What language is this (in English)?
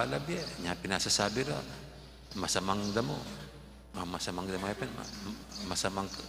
Pampanga